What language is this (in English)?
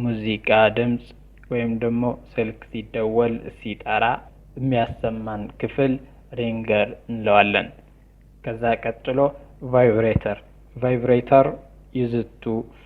Amharic